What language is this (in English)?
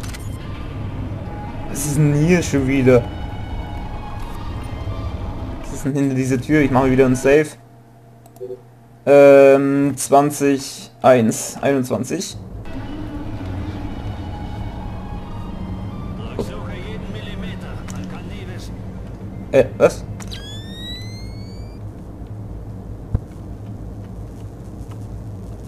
German